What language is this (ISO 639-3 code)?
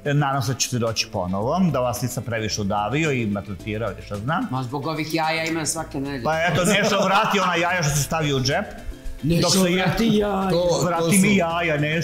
srp